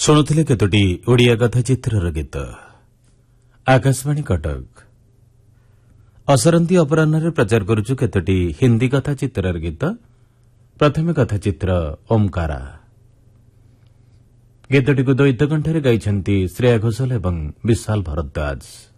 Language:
Odia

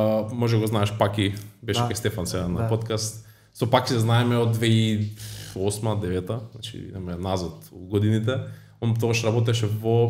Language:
Macedonian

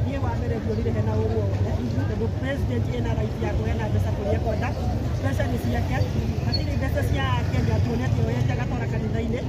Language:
Kikuyu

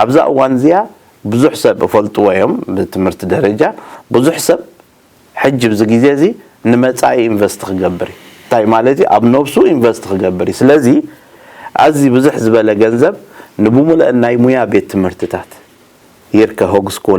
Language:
Tigrinya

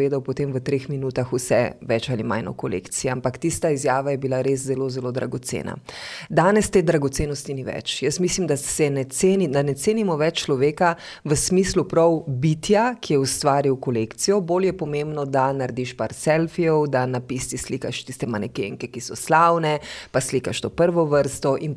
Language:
Slovenian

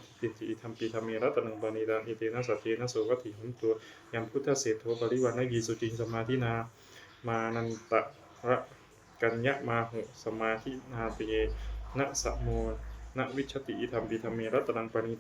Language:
Pali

